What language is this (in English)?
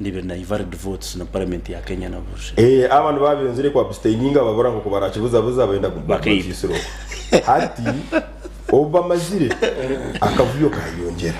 Nyankole